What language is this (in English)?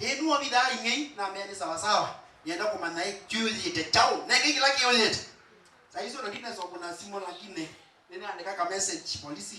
Kamba